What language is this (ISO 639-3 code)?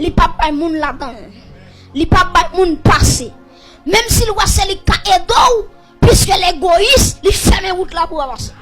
hat